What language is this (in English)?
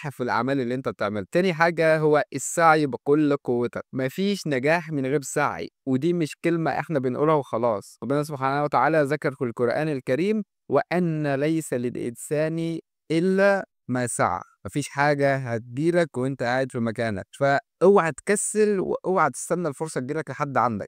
Egyptian Arabic